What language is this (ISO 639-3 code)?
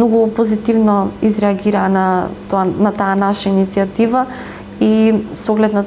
mkd